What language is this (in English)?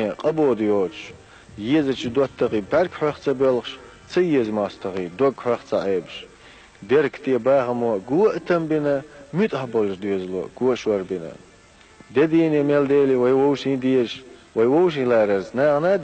Chechen